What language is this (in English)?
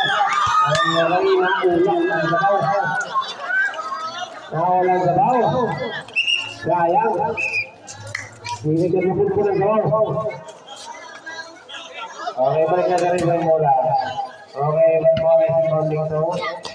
Filipino